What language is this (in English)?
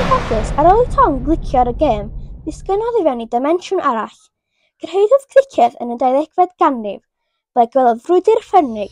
Welsh